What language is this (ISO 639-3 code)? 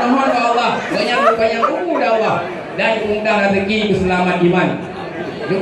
ace